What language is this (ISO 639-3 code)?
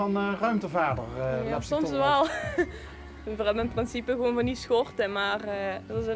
lim